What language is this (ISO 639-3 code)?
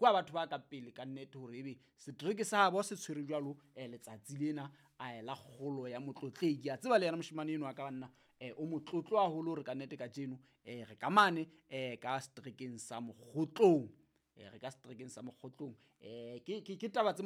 sot